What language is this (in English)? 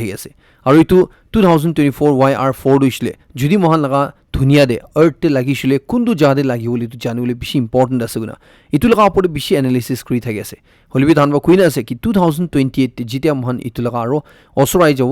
Naga Pidgin